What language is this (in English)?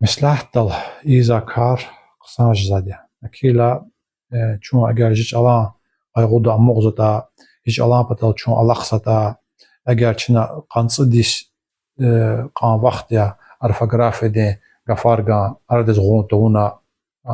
Lezghian